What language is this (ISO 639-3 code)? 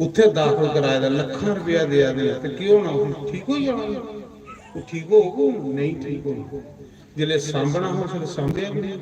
doi